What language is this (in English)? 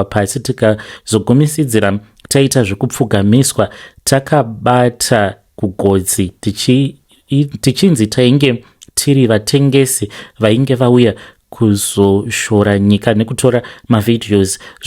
Shona